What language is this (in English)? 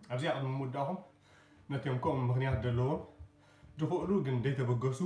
Tigrinya